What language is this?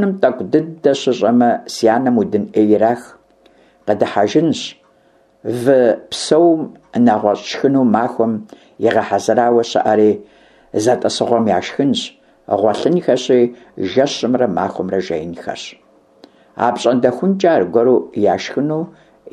Kabardian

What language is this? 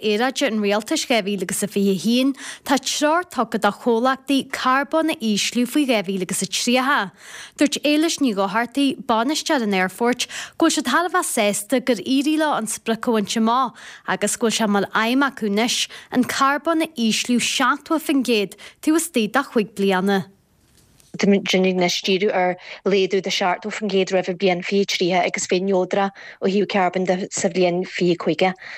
Irish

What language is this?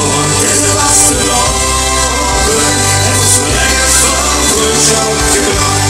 Limburgish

